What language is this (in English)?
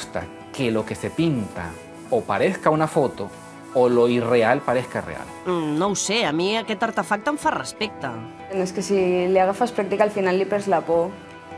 Catalan